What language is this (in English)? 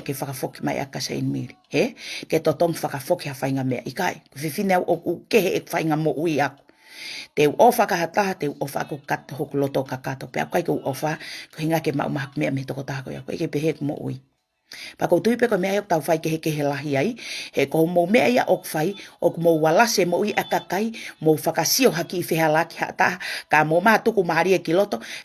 Tongan